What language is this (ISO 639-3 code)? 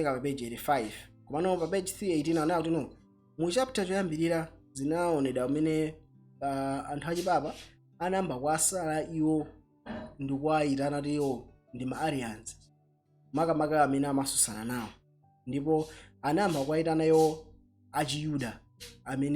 nya